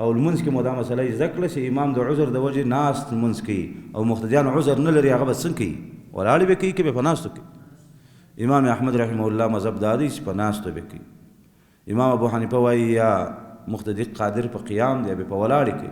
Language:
Pashto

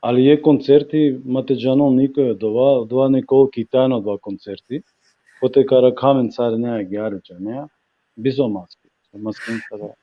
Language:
Balkan Romani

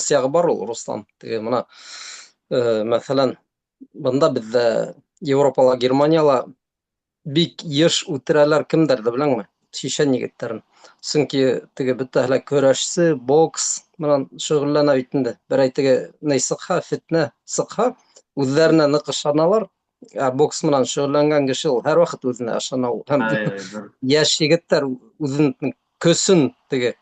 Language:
Bashkir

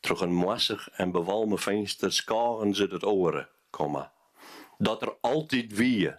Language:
Western Frisian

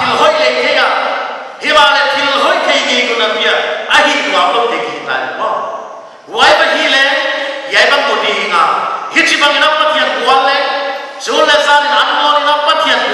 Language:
Paite Chin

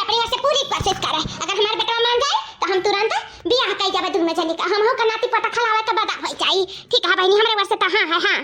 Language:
Awadhi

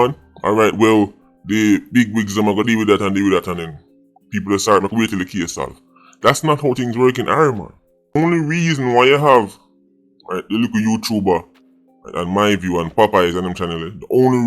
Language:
Jamaican Creole English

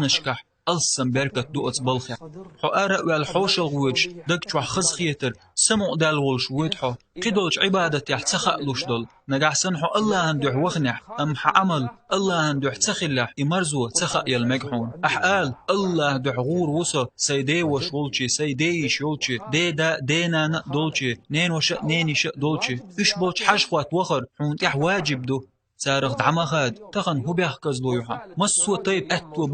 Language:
Chechen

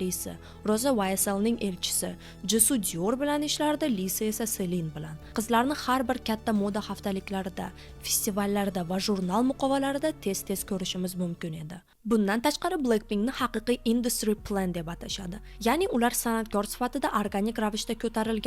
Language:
Uzbek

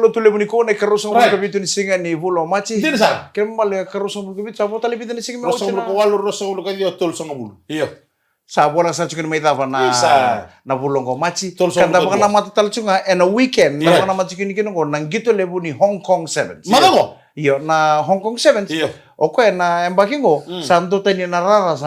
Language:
Fijian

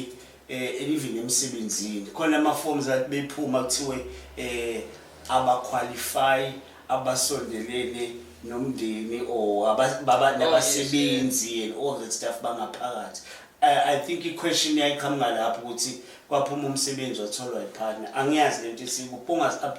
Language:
Zulu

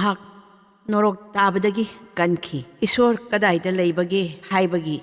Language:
Manipuri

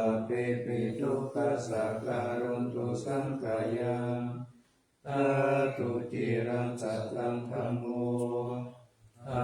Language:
Pali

